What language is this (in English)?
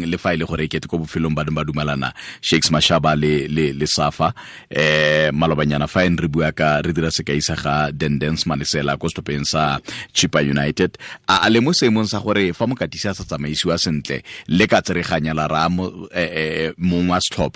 Tswana